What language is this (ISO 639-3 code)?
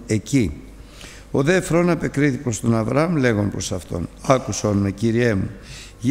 ell